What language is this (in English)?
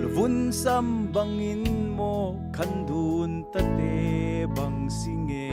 Falam Chin